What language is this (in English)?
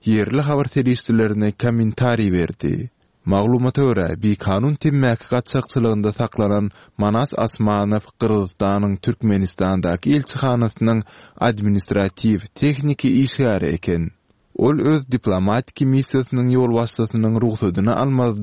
Turkmen